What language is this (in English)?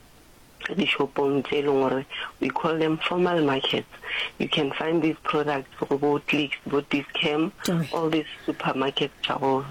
Northern Sotho